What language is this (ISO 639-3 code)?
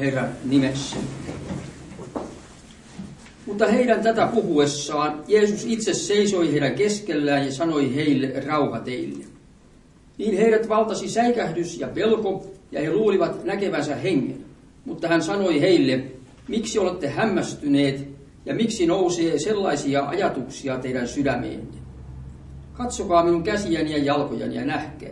fin